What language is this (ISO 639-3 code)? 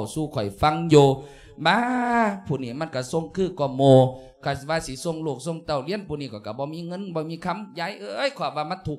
lao